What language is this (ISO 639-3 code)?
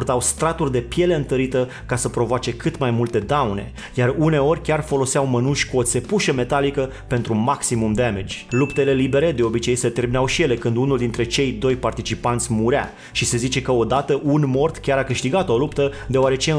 ron